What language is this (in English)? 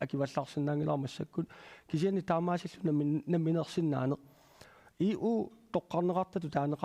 Kalaallisut